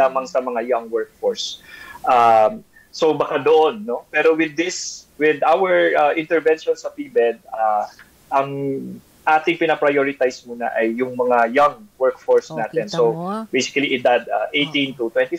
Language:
Filipino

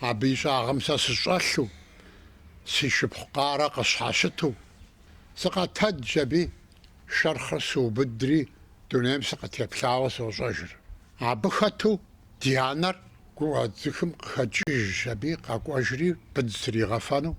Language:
Kabardian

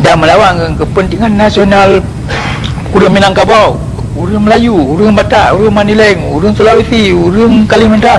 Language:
Achinese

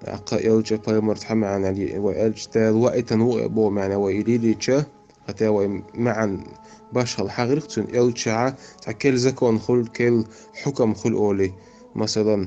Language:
Chechen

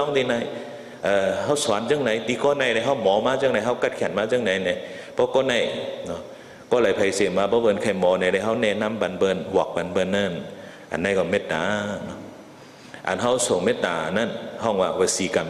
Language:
Shan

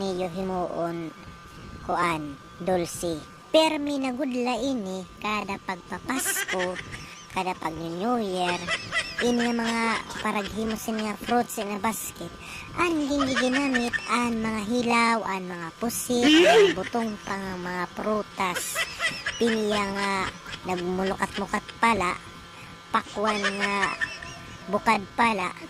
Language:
Waray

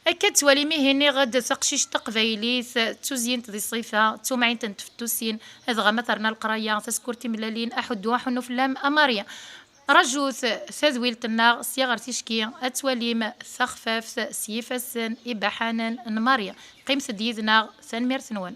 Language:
Kabyle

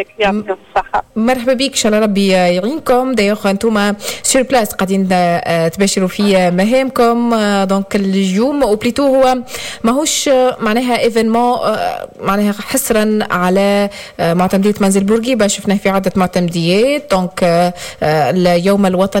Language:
Tunisian Arabic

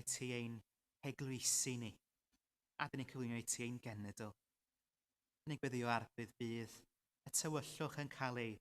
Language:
Welsh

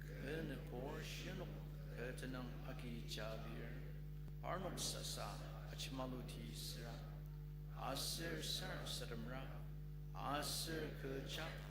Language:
Ao Naga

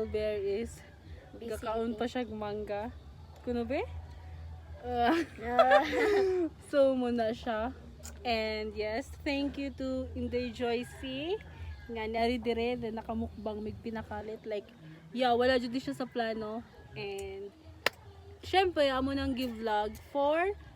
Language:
Cebuano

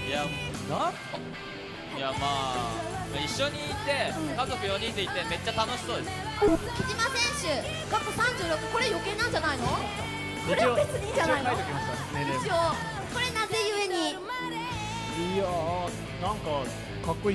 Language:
Japanese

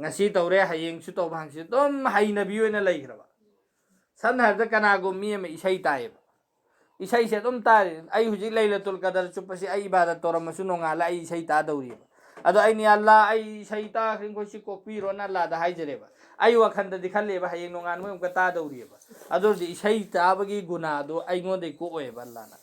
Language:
Manipuri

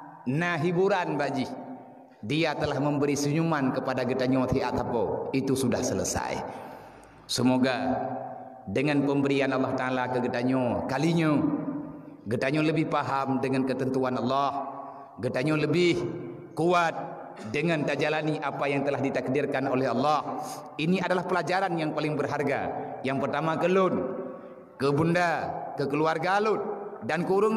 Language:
Achinese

